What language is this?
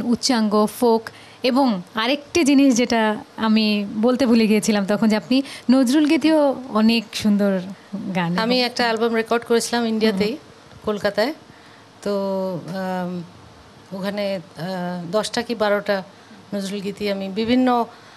Bangla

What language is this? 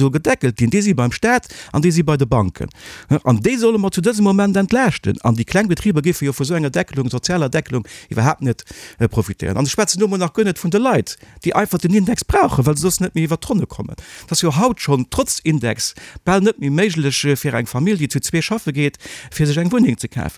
Luxembourgish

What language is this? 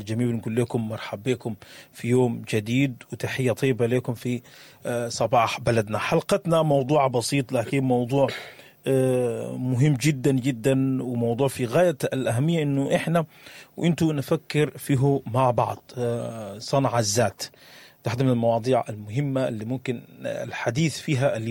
Sudanese Arabic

